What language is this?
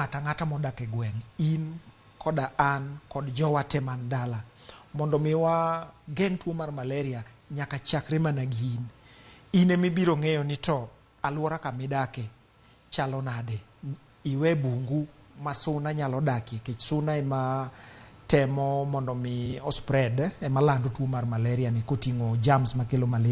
Luo (Kenya and Tanzania)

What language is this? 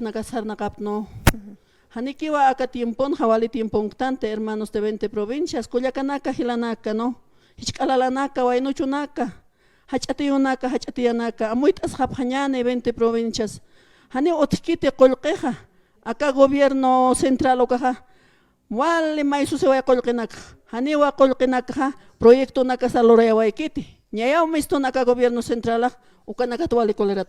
Aymara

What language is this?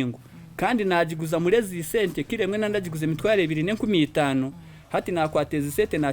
Nyankole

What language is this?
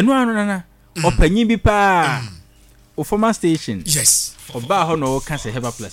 Akan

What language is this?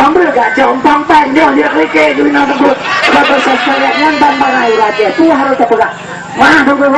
Achinese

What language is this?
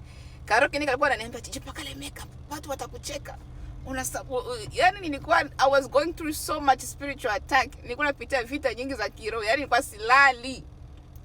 Swahili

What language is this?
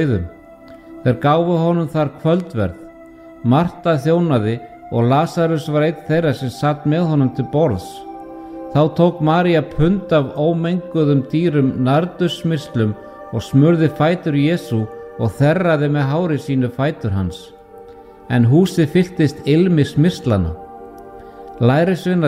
Icelandic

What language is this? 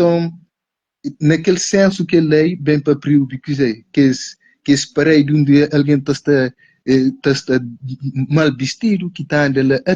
Kabuverdianu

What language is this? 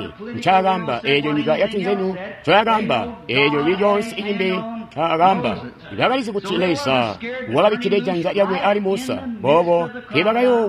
Tonga (Zambia)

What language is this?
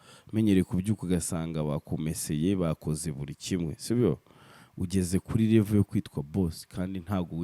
Kinyarwanda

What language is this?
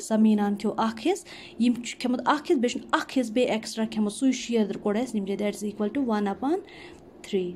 Kashmiri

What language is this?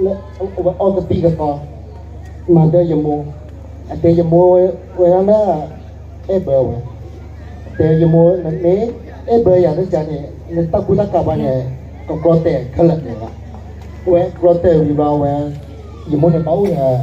S'gaw Karen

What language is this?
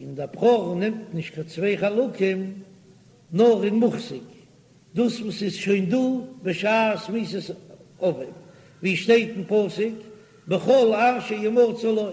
Yiddish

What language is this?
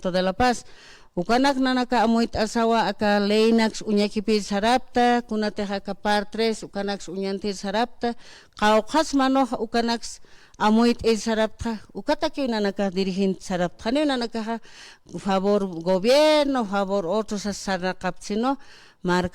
Aymara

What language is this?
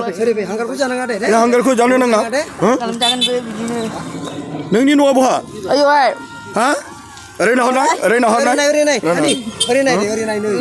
Bodo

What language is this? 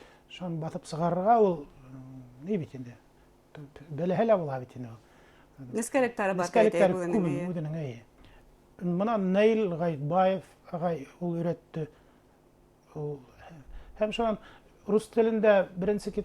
Bashkir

